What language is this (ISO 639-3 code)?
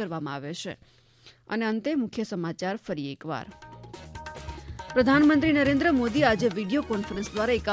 guj